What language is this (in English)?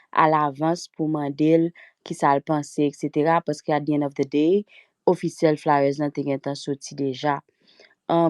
Haitian Creole